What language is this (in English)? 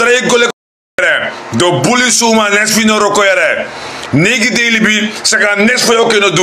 Sranan Tongo